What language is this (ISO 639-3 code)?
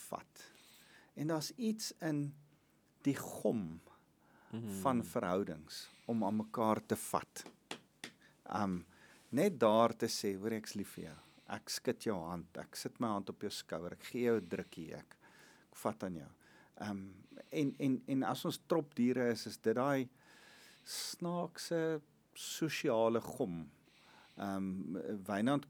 afr